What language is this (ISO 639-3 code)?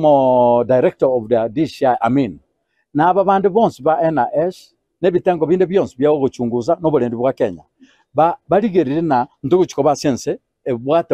guz